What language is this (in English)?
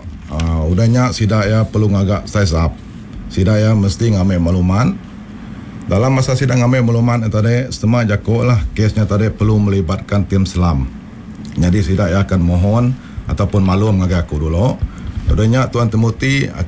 Iban